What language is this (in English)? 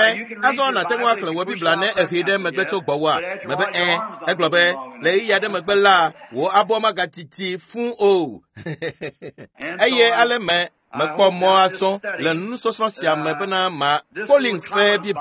Ewe